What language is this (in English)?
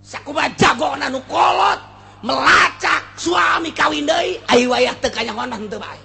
Sundanese